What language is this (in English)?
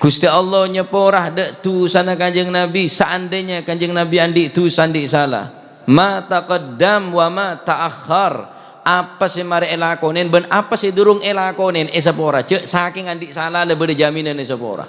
Madurese